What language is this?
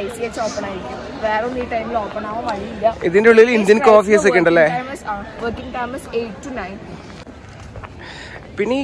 Malayalam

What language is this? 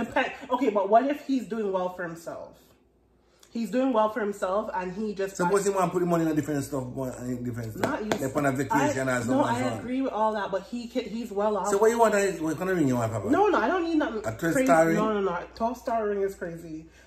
Jamaican Creole English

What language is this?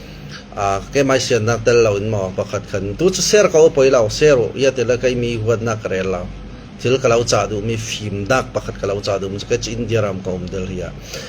Falam Chin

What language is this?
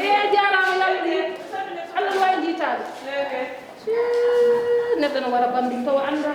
Fula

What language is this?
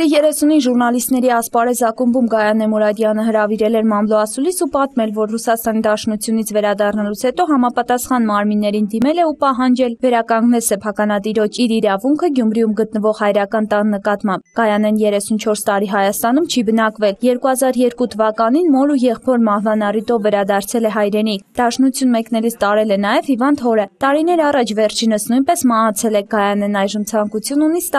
Armenian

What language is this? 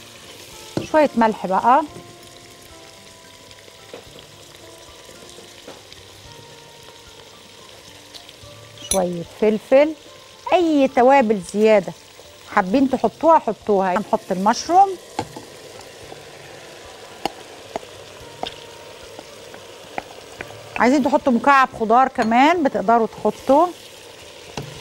Egyptian Arabic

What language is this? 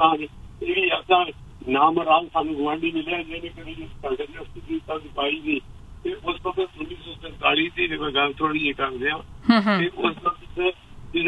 Punjabi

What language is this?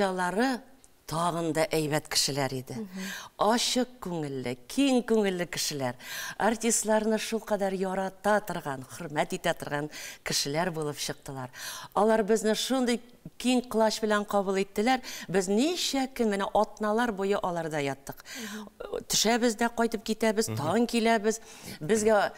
Tatar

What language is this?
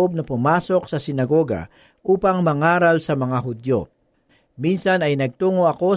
Filipino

